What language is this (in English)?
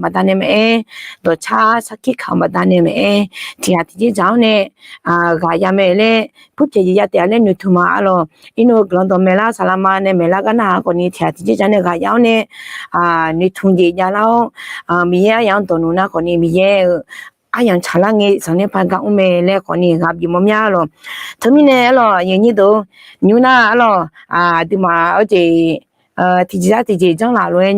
Akha